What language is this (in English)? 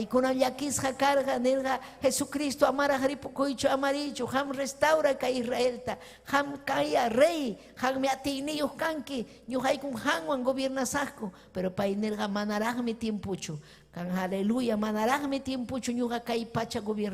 Ayacucho Quechua